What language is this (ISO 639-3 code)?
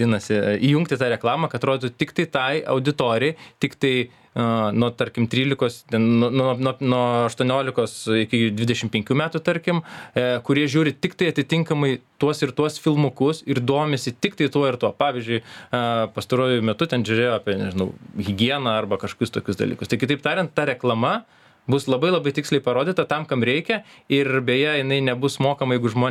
lit